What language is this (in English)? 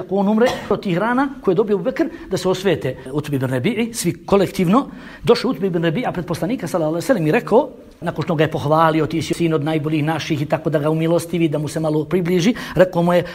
Bosnian